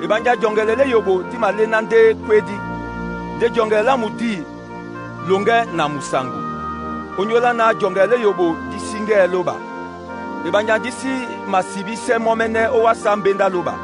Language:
Duala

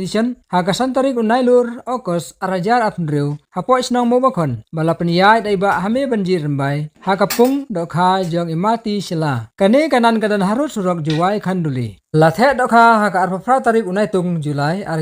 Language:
Khasi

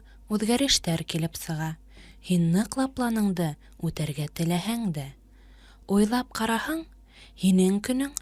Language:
Bashkir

